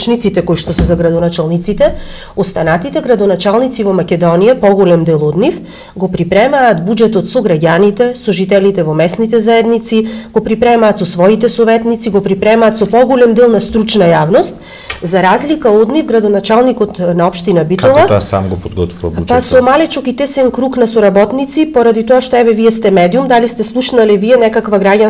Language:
Macedonian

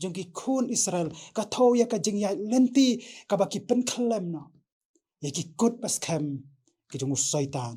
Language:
Khasi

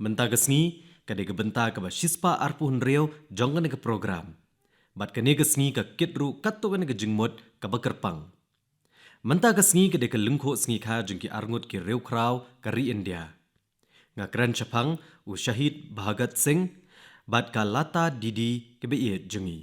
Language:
Khasi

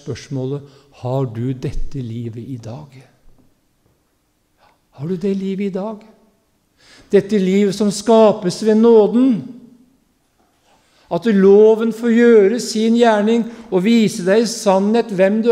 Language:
Norwegian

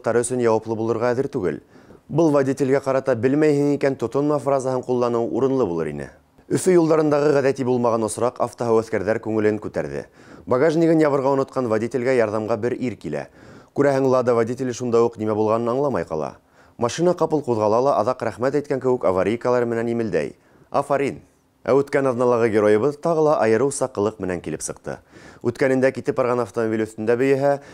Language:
Bashkir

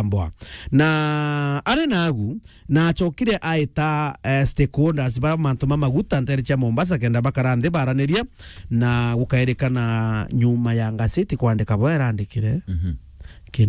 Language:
Meru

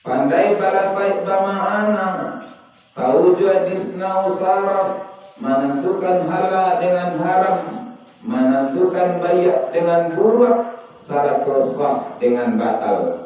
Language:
Minangkabau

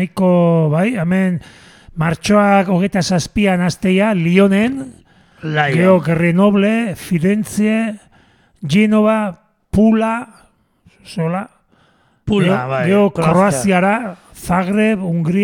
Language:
Basque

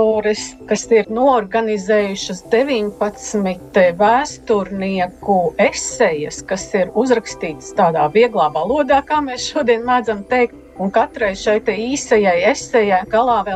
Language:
Latvian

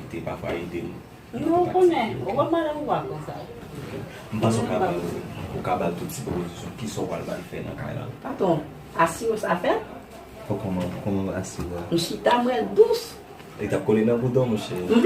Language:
Haitian Creole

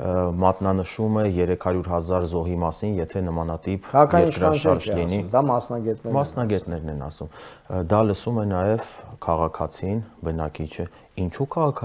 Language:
Armenian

